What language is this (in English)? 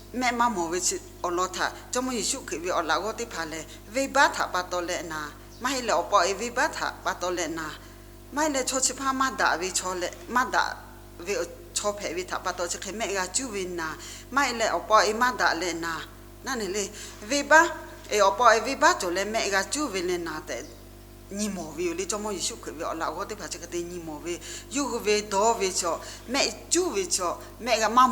Lahu